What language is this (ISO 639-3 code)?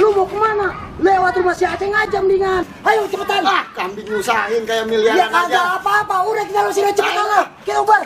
bew